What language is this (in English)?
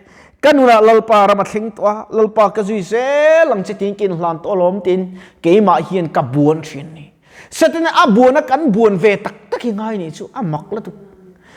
Mizo